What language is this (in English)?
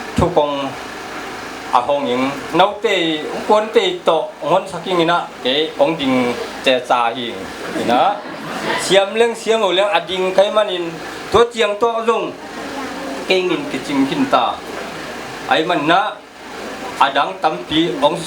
Tedim Chin